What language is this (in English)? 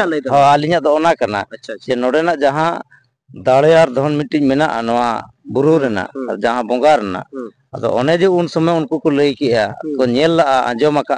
Santali